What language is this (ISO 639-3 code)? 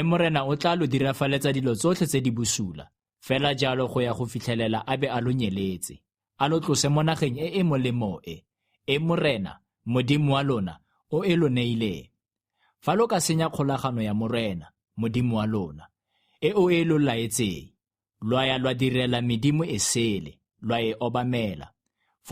tsn